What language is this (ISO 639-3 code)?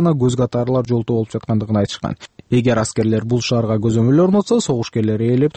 kir